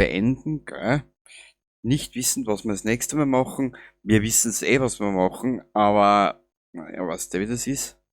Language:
Bavarian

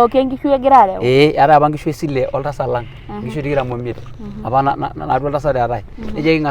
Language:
Masai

